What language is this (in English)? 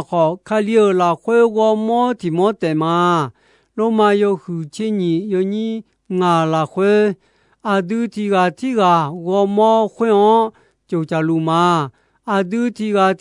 Akha